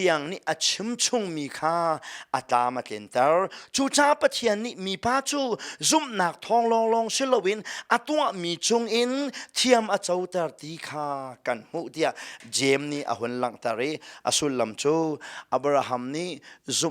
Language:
Hakha Chin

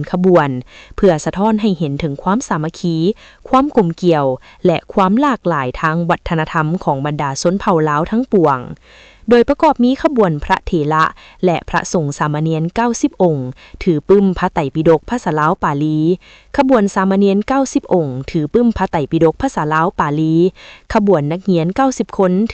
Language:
Lao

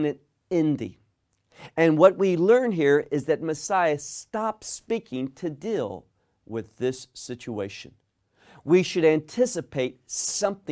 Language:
English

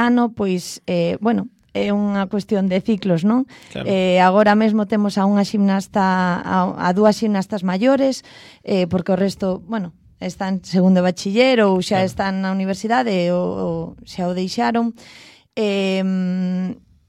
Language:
Galician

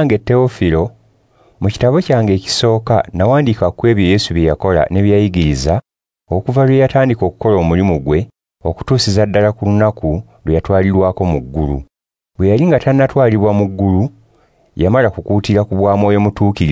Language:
Ganda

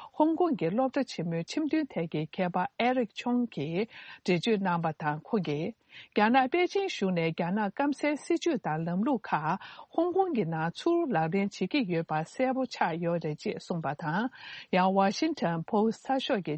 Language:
Tibetan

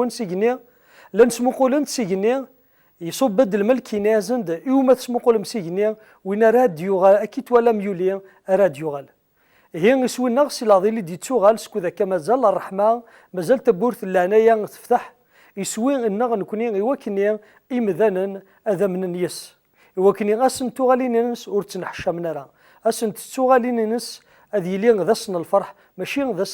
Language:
Kabyle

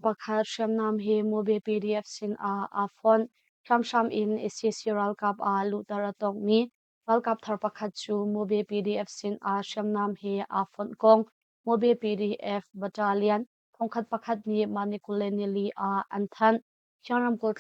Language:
Hakha Chin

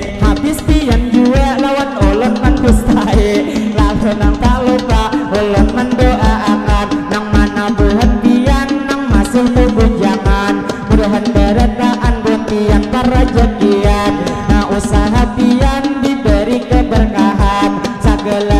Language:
Banjar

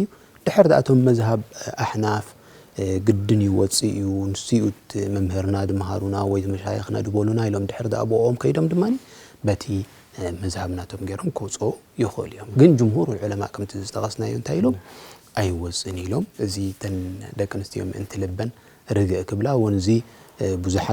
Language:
Tigrinya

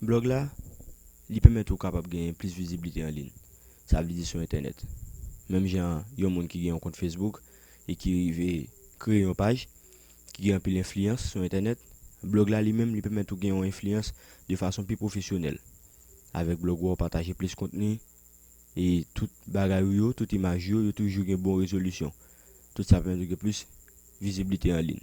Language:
Haitian Creole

